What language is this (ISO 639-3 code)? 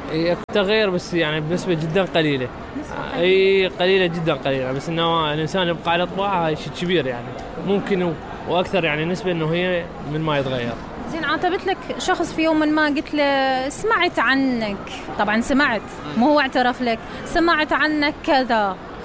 acm